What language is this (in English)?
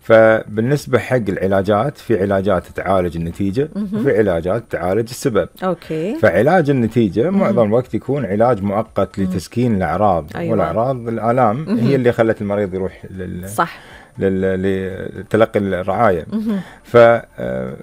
Gulf Arabic